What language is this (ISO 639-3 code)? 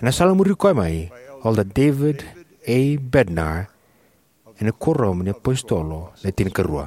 fij